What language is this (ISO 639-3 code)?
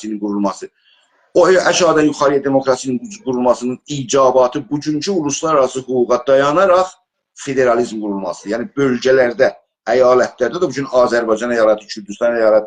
azb